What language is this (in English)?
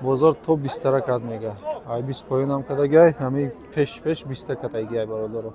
Tajik